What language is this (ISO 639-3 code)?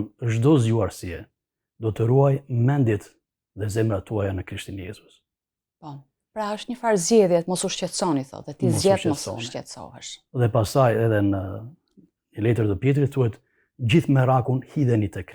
sqi